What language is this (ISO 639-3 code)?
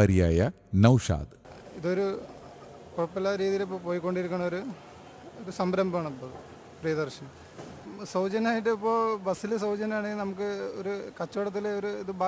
mal